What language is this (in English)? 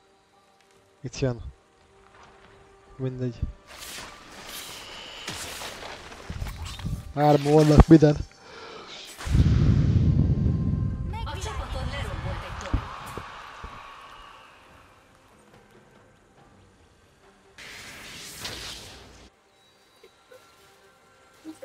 Hungarian